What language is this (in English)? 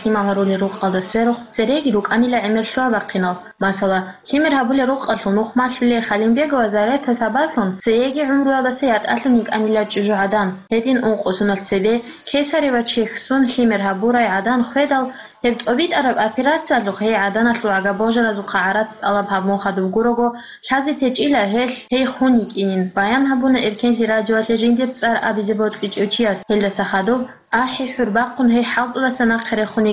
Avaric